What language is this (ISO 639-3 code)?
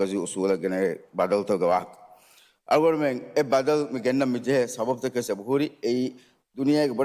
div